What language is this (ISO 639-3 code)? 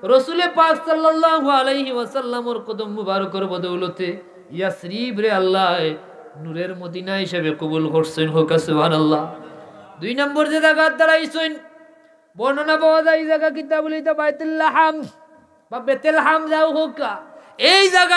syl